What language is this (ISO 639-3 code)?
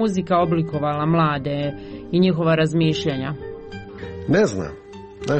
hrv